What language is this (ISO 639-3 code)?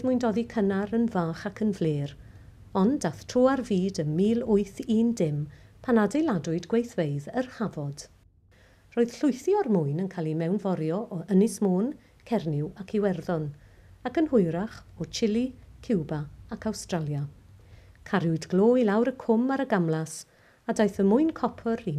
cym